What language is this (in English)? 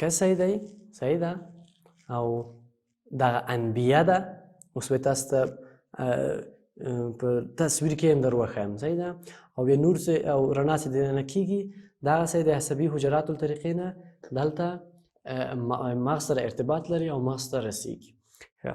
Pashto